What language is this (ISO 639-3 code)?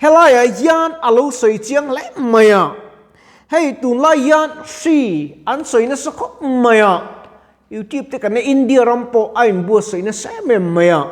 lus